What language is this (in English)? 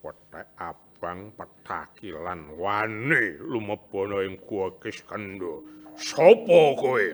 Javanese